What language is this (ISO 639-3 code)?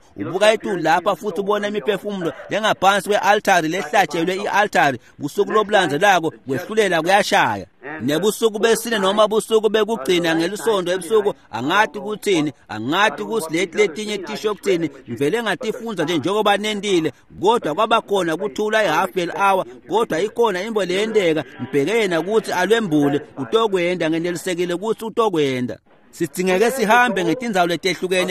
ssw